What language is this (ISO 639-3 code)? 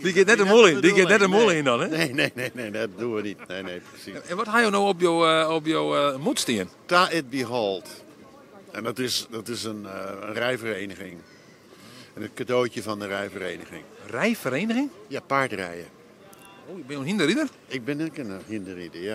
fry